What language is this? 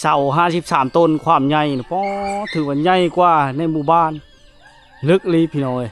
Lao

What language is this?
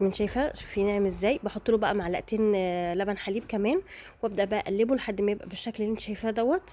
Egyptian Arabic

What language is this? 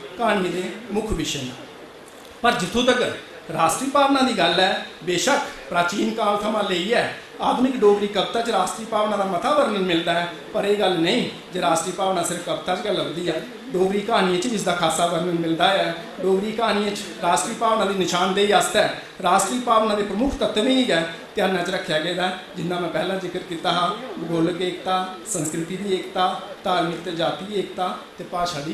Dogri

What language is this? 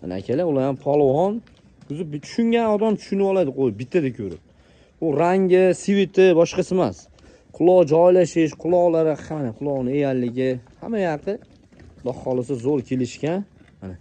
Uzbek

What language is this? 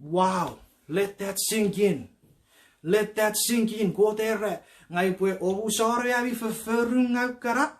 Chuukese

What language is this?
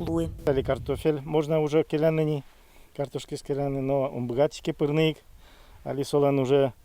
Udmurt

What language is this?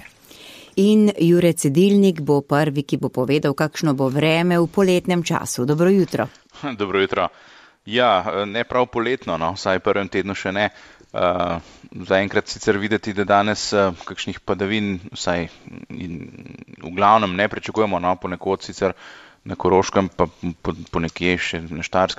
Slovenian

